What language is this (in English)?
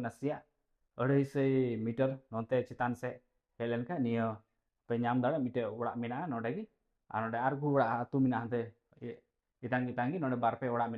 Santali